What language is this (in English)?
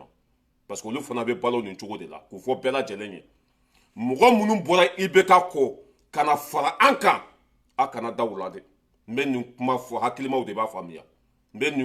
Bambara